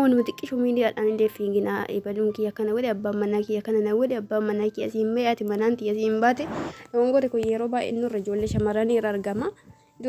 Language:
Oromo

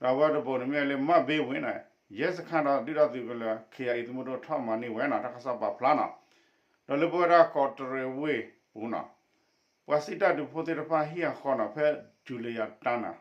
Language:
S'gaw Karen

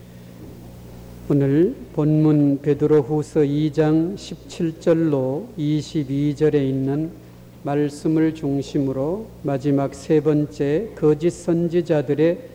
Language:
Korean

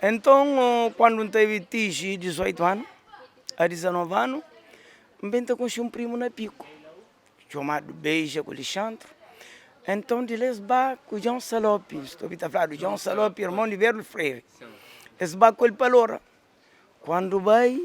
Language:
Kabuverdianu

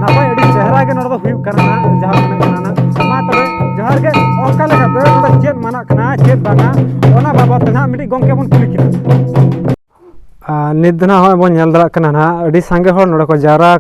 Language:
Santali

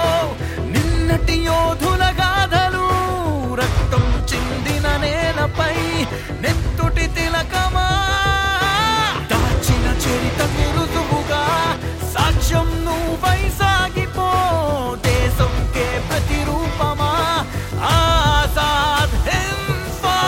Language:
Telugu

